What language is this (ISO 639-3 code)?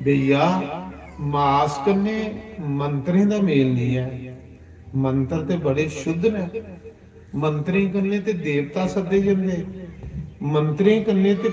doi